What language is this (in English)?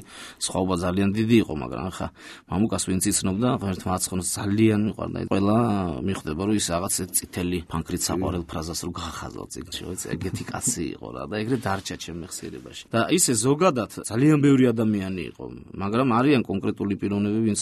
Georgian